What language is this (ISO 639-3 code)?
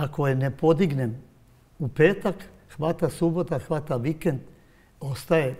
srp